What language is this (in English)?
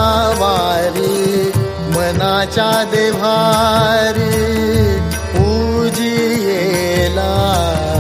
Marathi